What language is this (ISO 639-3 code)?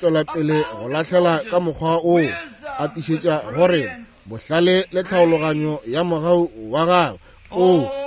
nso